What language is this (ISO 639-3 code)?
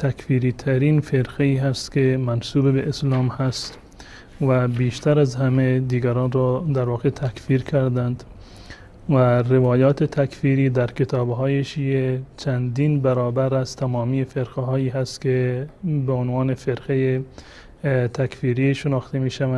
fas